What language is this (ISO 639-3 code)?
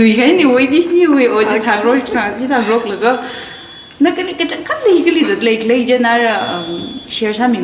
nmf